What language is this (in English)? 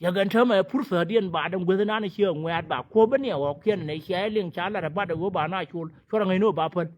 Nuer